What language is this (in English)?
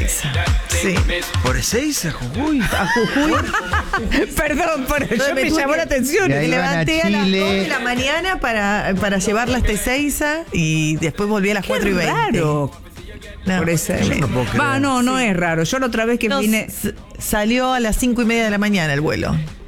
Spanish